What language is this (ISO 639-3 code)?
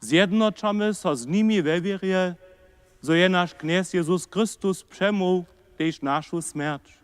hsb